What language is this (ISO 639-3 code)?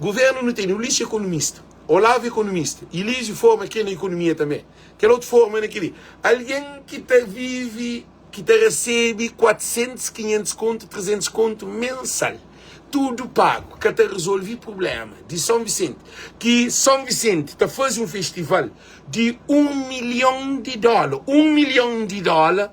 kea